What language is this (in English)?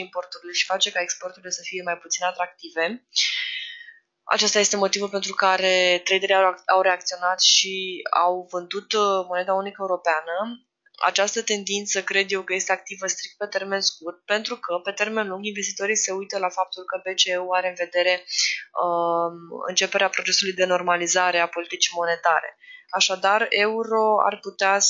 Romanian